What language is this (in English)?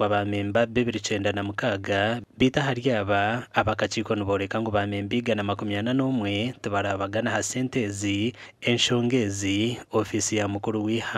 Nyankole